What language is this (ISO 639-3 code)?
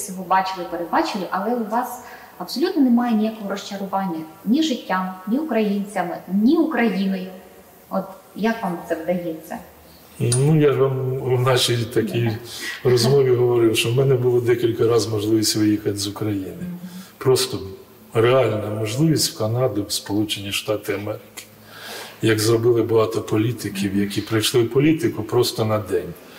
ukr